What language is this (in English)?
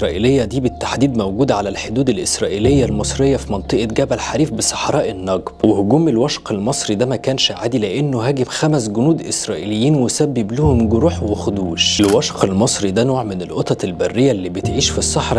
Egyptian Arabic